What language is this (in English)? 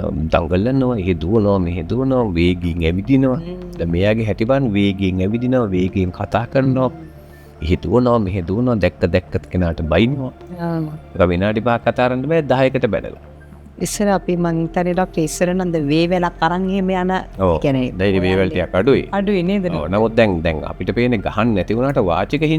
Sinhala